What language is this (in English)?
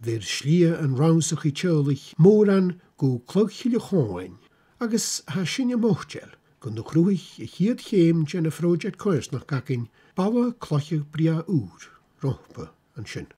Scottish Gaelic